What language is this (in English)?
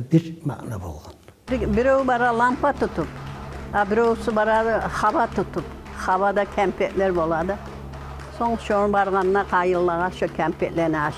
Kumyk